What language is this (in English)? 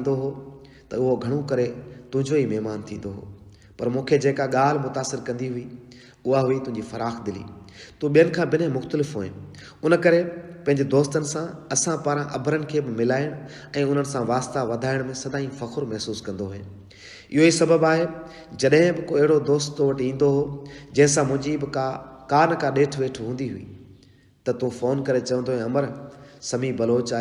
Sindhi